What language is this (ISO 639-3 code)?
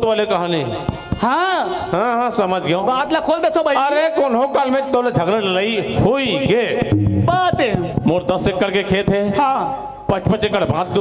hne